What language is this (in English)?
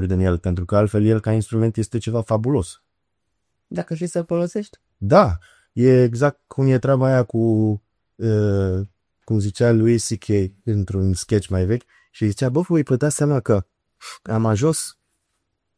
Romanian